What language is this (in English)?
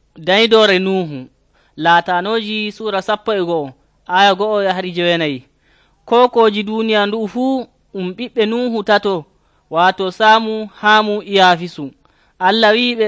Nigerian Fulfulde